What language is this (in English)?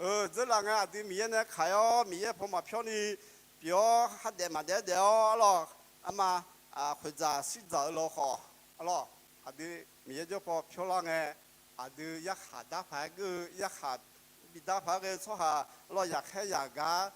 Akha